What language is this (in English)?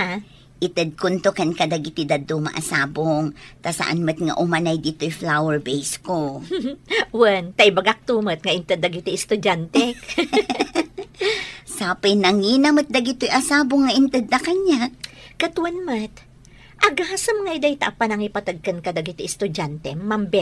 Iloko